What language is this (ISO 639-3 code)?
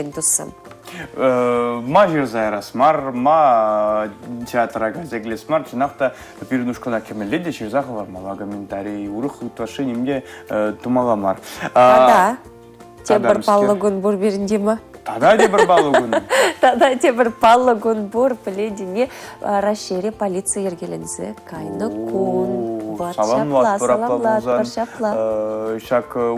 chv